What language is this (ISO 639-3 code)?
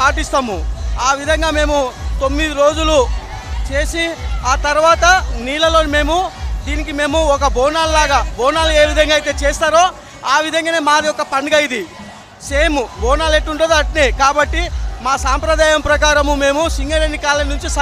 tel